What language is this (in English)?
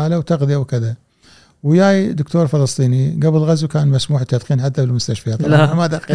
Gulf Arabic